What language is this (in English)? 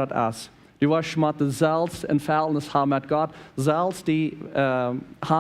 Plautdietsch